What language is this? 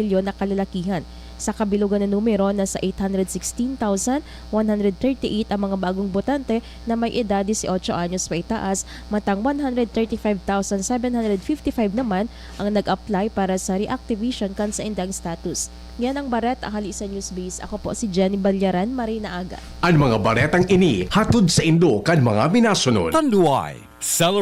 Bikol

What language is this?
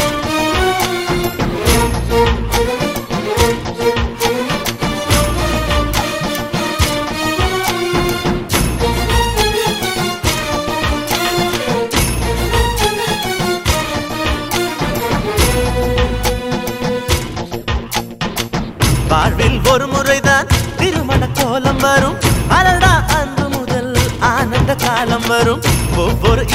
Tamil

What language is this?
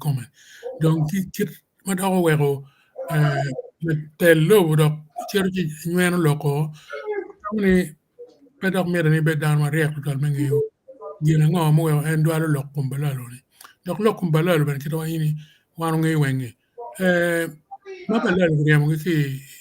Acoli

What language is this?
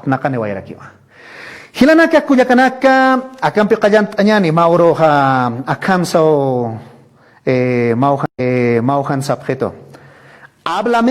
Aymara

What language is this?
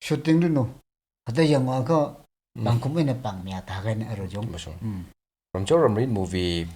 Tangkhul Naga (India)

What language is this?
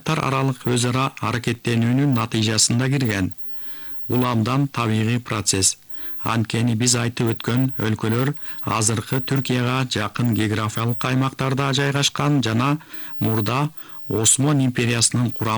Kyrgyz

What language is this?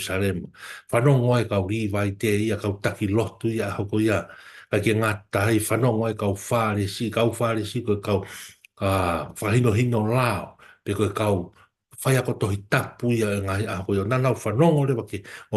Tongan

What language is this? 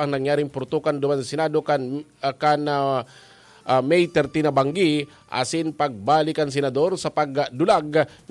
Bikol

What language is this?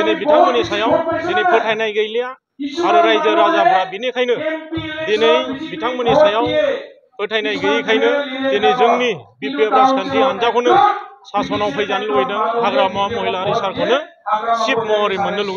Bodo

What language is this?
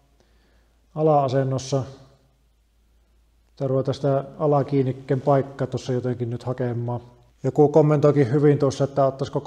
Finnish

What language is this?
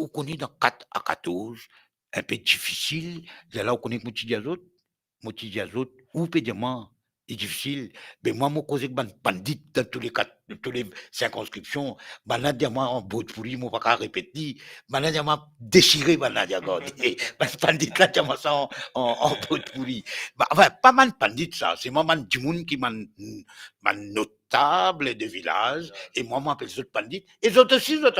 Morisyen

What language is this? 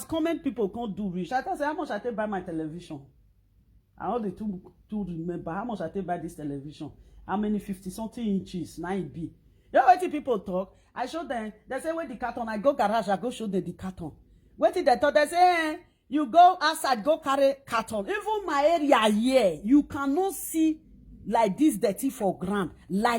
Nigerian Pidgin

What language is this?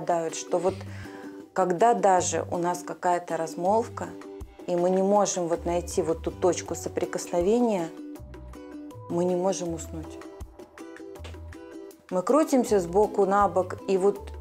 Russian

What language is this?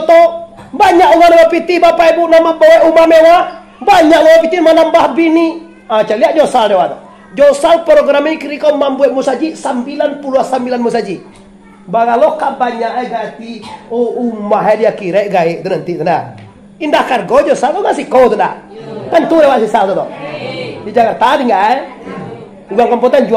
Minangkabau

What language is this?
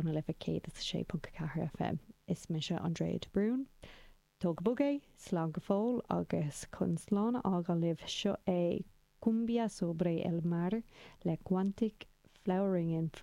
Irish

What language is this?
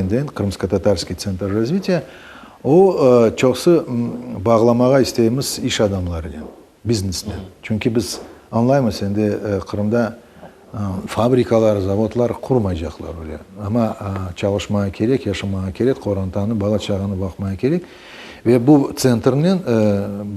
Crimean Tatar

